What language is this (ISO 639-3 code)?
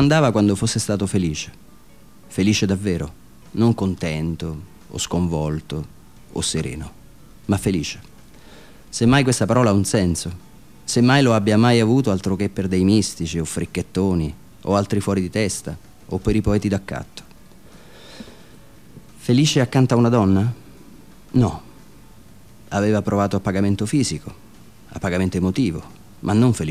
ita